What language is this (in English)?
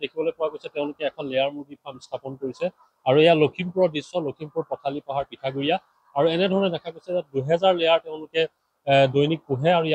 Assamese